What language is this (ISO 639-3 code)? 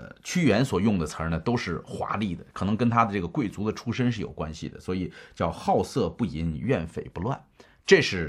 zho